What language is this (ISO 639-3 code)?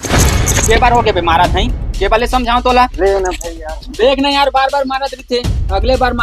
hne